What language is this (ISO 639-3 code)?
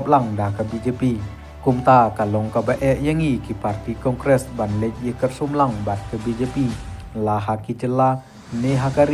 kha